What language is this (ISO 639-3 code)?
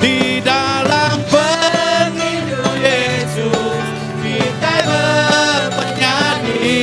iba